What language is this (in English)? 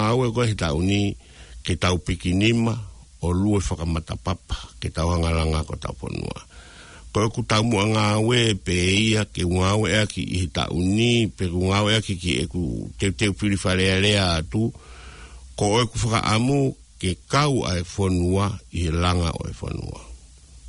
Tongan